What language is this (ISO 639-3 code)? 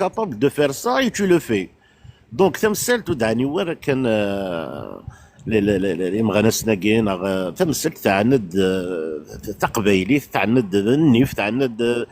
kab